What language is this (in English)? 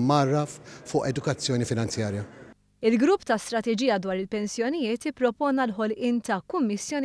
Maltese